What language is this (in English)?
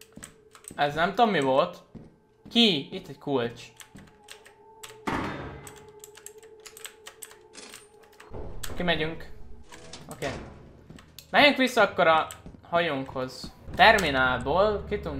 Hungarian